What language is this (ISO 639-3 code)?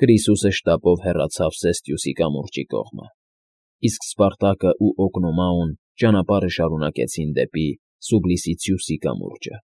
hye